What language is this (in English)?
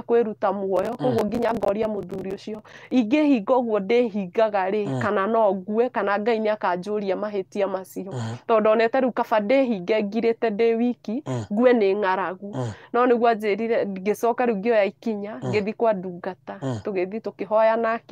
Kikuyu